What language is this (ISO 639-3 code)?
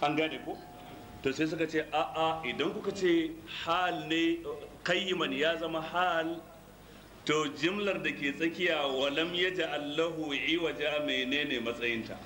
hau